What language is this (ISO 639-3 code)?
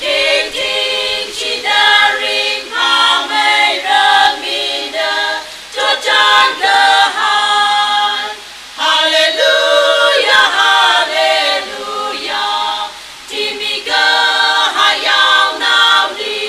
nmf